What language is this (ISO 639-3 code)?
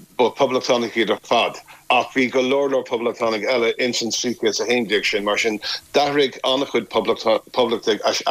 gle